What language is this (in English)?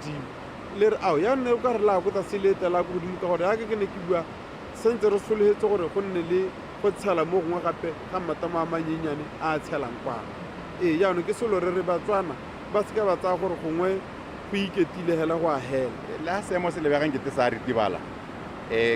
Tswana